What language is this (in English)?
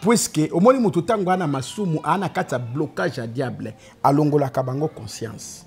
Lingala